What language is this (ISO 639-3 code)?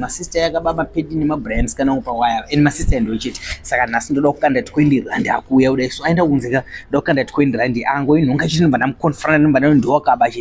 sna